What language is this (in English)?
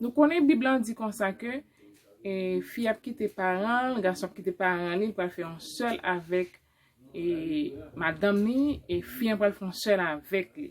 Haitian Creole